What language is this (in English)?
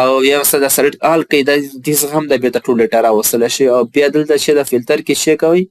Pashto